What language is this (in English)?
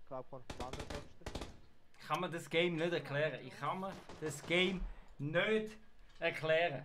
Swiss German